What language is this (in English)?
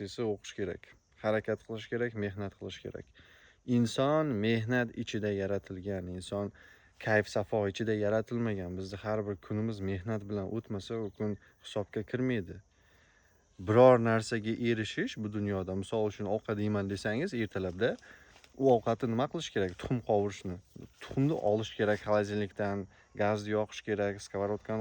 Uzbek